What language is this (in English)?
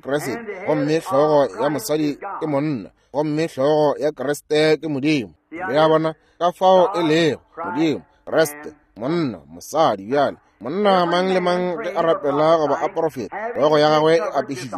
Northern Sotho